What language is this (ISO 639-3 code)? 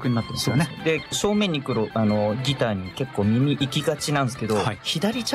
jpn